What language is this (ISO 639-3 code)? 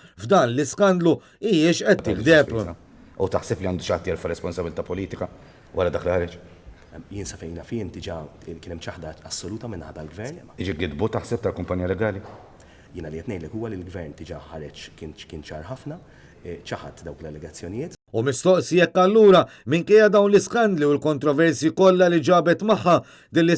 mlt